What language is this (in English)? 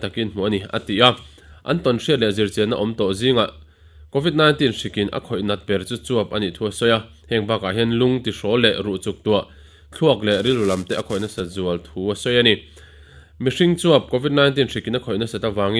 Mizo